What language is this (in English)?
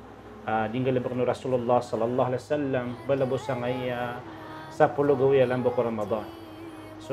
Maranao